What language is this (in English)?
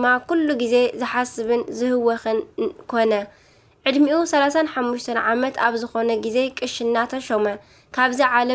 Tigrinya